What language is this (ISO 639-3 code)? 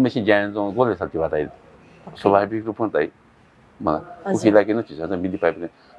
new